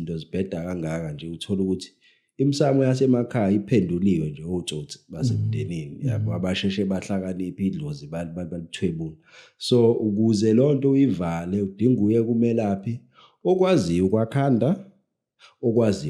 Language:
Zulu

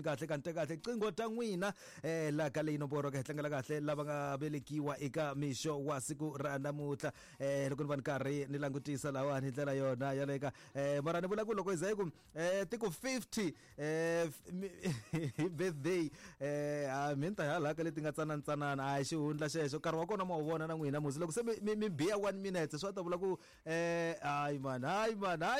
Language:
Tsonga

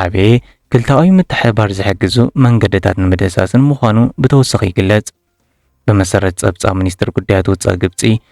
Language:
Tigrinya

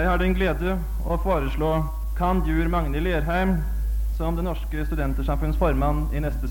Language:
Norwegian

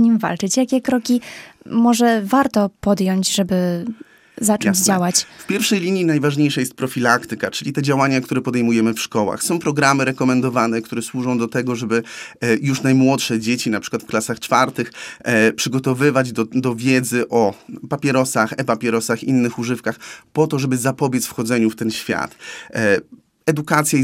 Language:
Polish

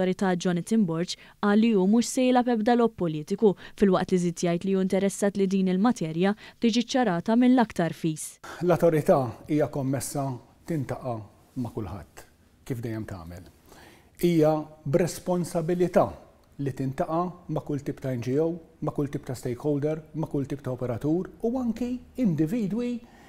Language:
Maltese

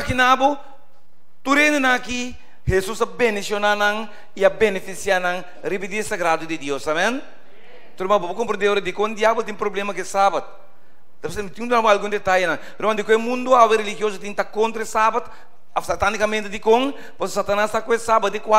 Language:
Papiamento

